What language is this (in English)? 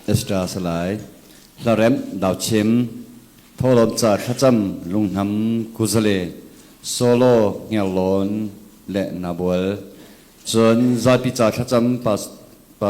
Hakha Chin